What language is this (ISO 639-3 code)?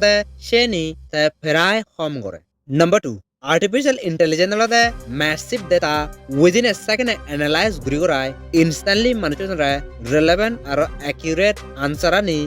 ccp